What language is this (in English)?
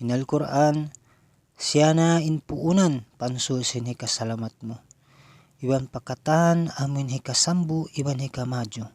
Tausug